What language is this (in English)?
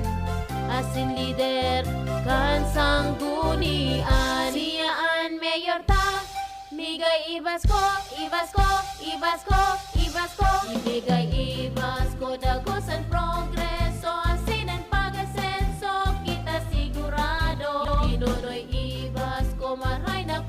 Bikol